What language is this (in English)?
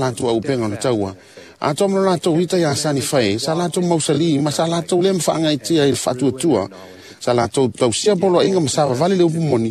Samoan